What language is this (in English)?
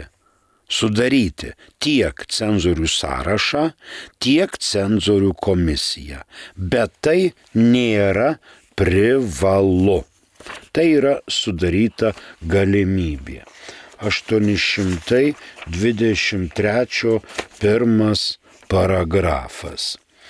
Lithuanian